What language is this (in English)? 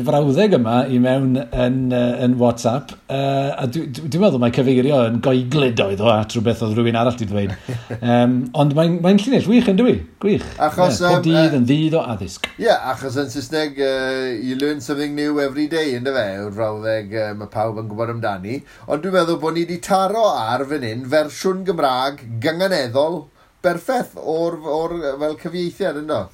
Welsh